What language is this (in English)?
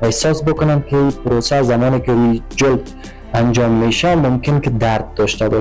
Persian